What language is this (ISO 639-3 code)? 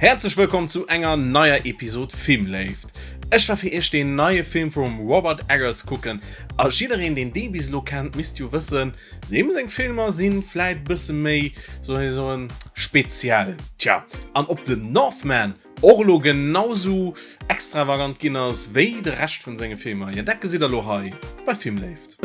ltz